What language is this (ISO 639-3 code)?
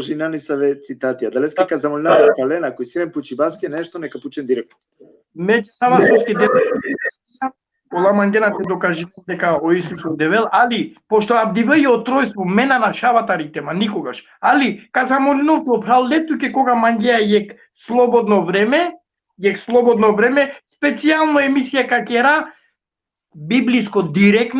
rmn